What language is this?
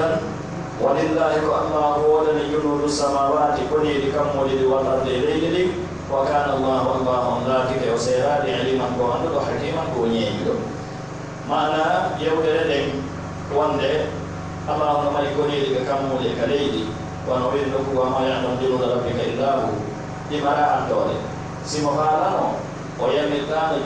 Pular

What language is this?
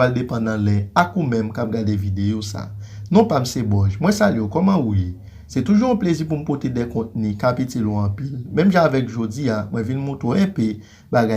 Haitian Creole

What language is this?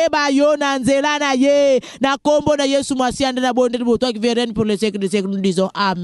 Lingala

